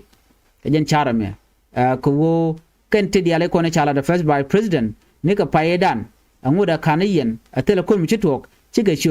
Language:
Nuer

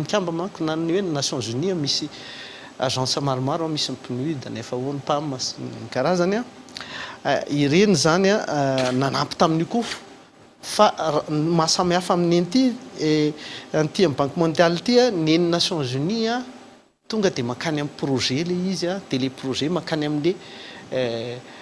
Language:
Malagasy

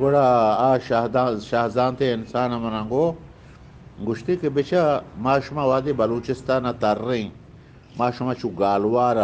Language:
Eastern Balochi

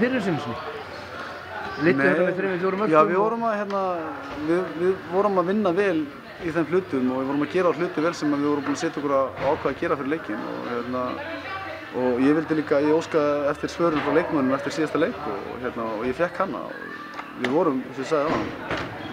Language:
Icelandic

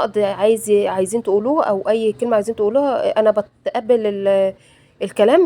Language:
Egyptian Arabic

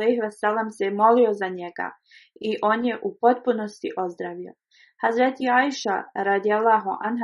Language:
Bosnian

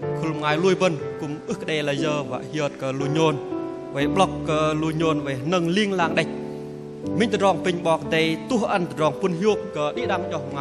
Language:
Bahnar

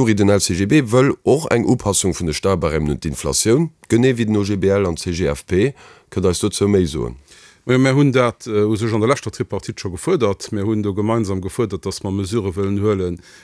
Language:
Luxembourgish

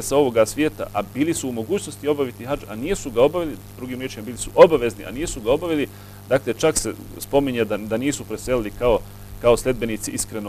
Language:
Bosnian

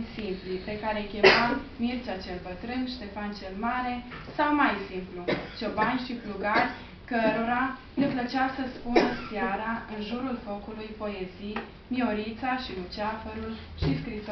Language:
Romanian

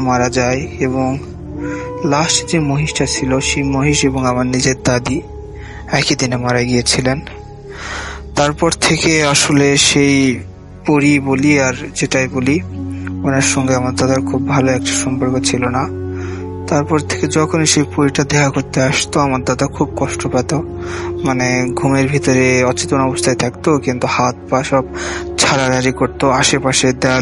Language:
Bangla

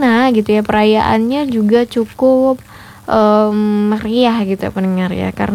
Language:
Indonesian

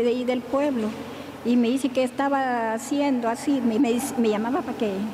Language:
Spanish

